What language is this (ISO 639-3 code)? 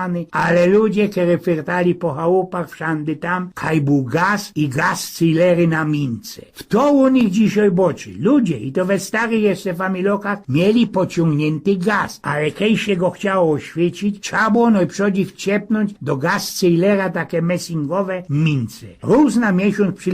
szl